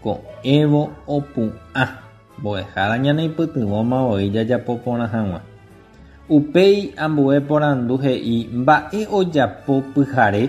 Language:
Guarani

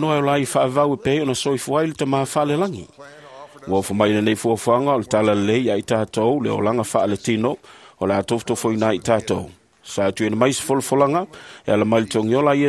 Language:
Samoan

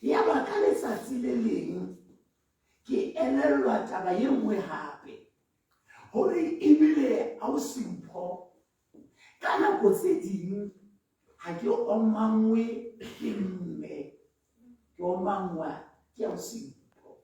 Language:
Southern Sotho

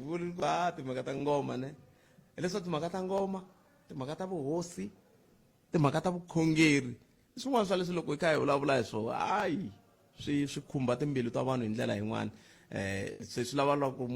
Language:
Tsonga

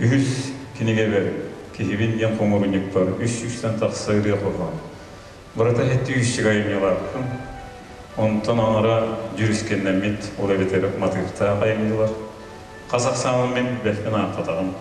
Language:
Yakut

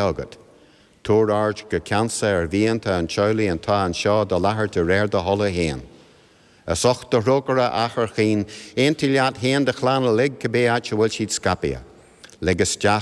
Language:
Irish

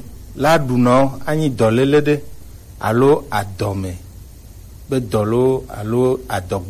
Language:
Gen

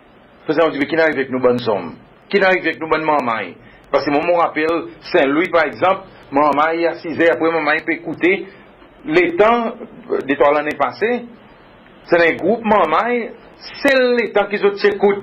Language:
Seselwa Creole French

